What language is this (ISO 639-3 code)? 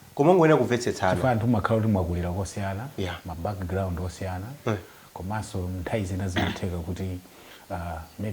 nya